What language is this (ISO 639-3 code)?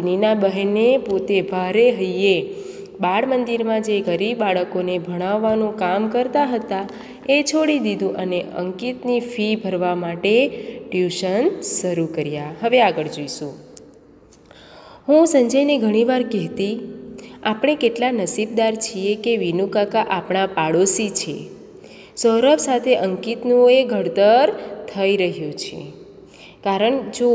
guj